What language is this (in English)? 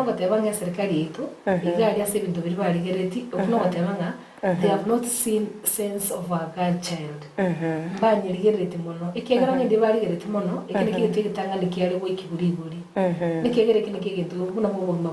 Gusii